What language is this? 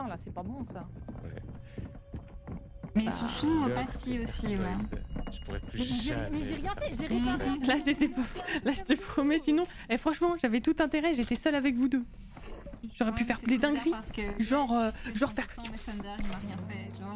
French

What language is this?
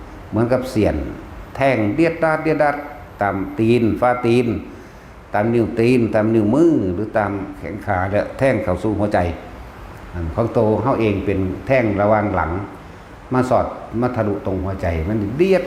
Northeastern Thai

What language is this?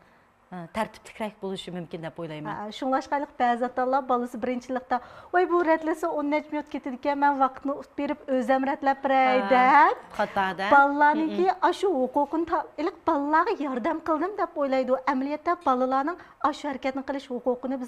Uyghur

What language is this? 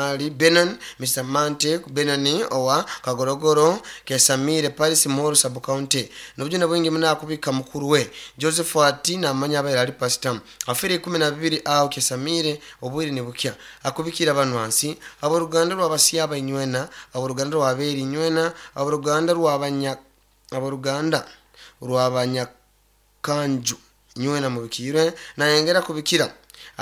Nyoro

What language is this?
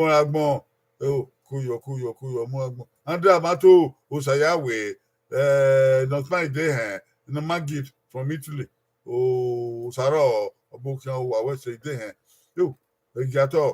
Bini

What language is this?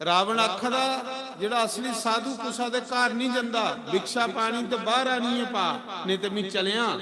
Dogri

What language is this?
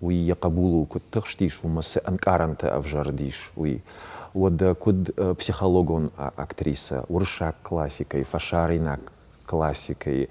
Ossetic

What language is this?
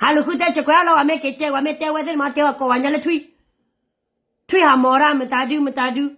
S'gaw Karen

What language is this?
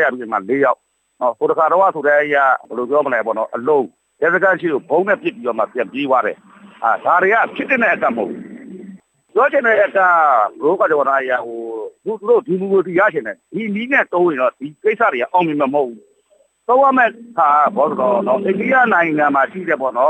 Burmese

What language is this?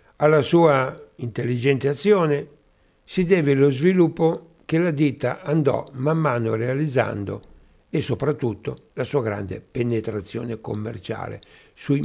Italian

